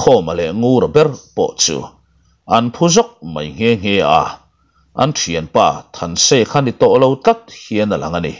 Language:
Mizo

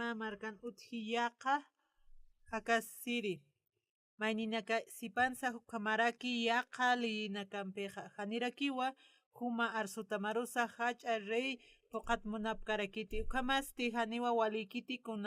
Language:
Aymara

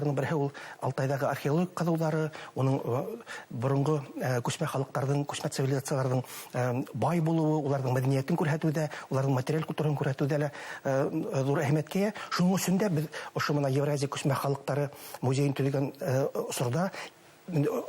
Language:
Bashkir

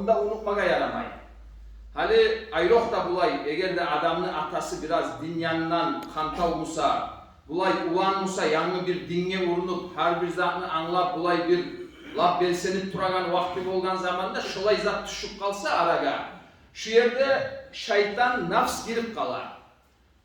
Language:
Kumyk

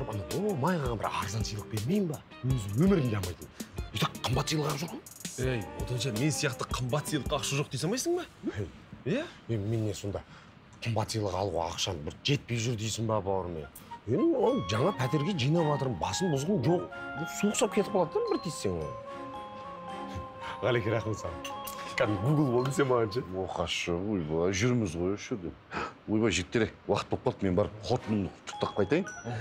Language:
Kazakh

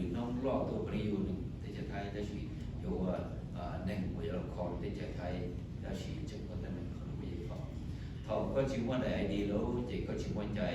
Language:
Hmong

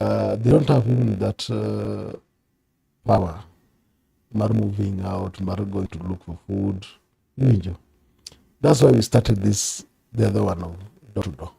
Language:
Luo (Kenya and Tanzania)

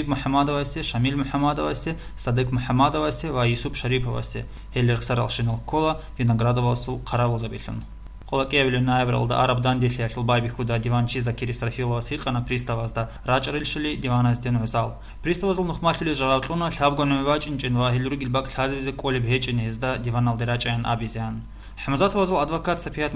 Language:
Avaric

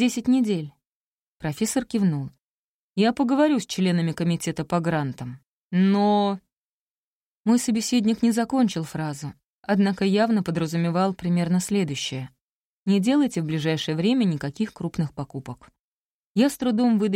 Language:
Russian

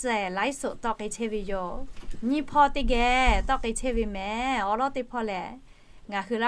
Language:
Lahu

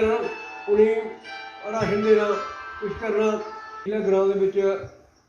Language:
Dogri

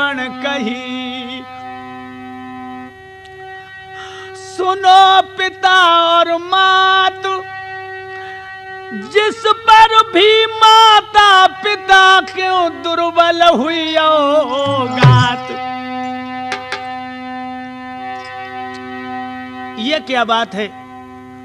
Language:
Hindi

